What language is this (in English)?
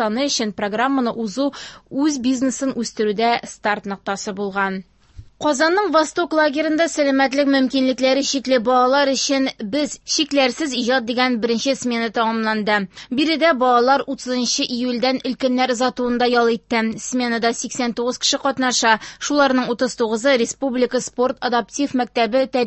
Tatar